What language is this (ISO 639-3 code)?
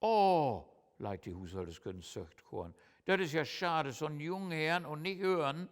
nds